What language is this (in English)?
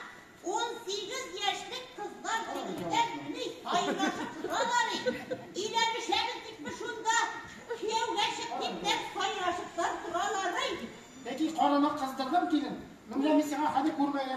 Tatar